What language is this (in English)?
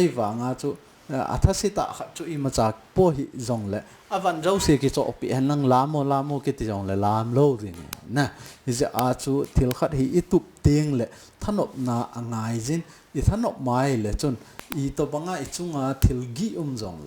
Thado Chin